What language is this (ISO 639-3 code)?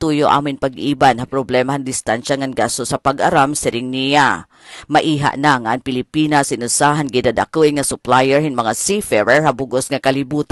war